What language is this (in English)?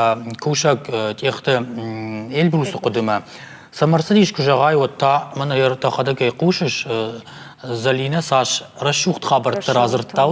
Ossetic